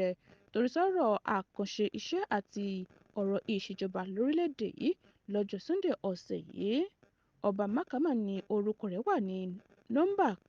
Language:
Yoruba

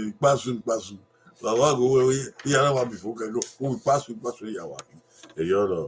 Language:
Bini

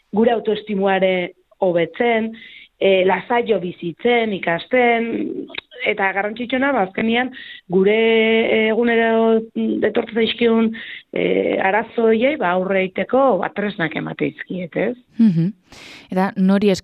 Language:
Basque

